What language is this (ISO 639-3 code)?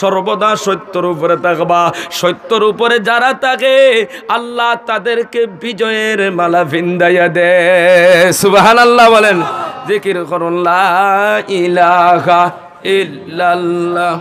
syl